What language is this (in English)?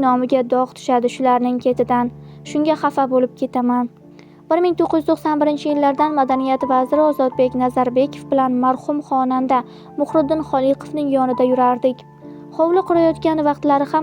Uzbek